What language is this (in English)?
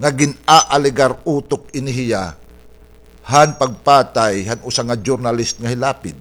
Waray